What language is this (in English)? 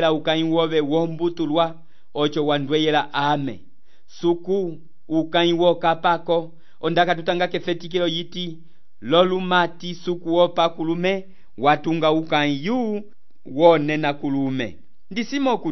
Umbundu